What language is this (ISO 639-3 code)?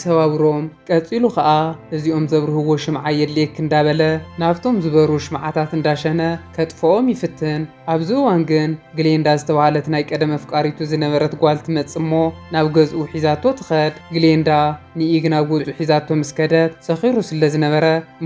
tir